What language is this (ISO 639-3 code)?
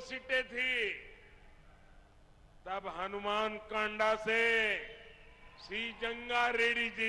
tel